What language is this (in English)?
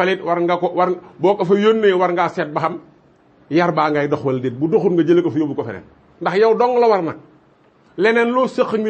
Wolof